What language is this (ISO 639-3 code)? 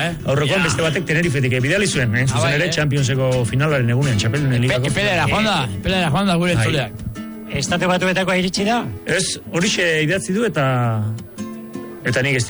eus